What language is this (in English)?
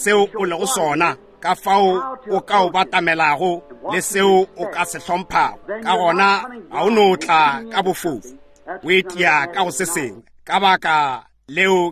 Northern Sotho